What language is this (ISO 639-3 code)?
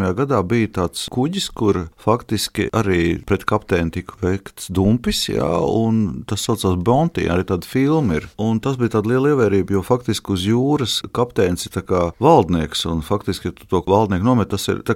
lav